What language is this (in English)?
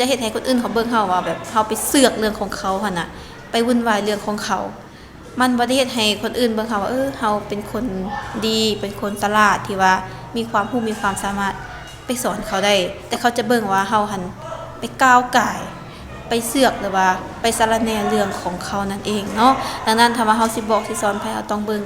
Lao